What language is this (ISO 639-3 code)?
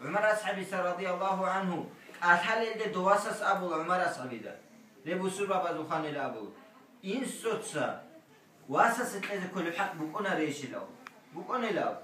ava